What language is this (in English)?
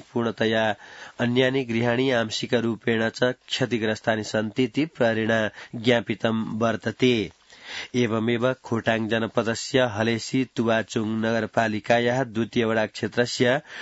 Sanskrit